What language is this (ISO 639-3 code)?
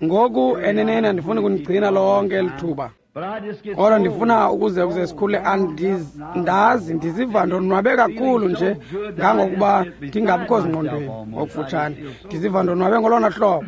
xho